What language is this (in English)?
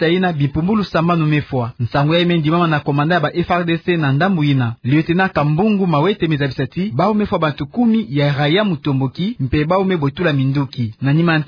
Kituba (Democratic Republic of Congo)